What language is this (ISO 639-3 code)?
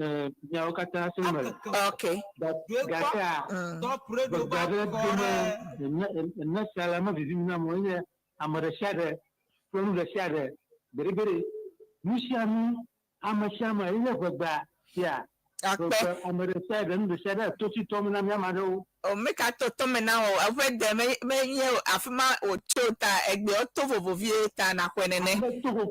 ewe